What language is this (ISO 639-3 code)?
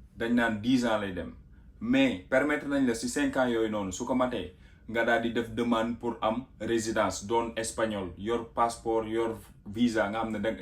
wol